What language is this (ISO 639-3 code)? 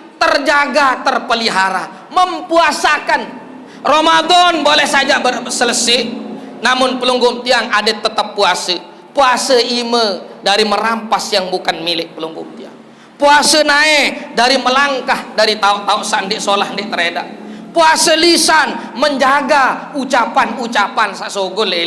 sas